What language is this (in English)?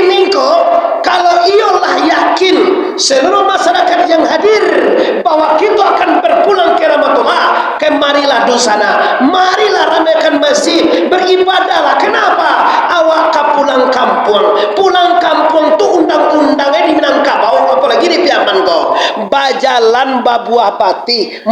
Minangkabau